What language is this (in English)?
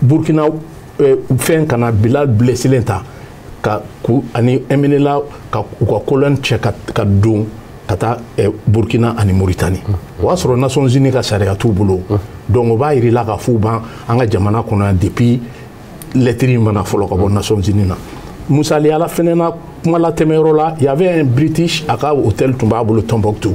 Bambara